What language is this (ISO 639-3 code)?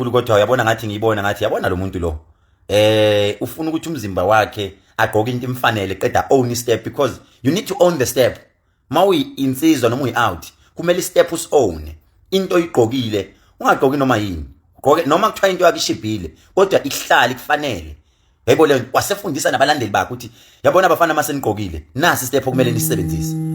zul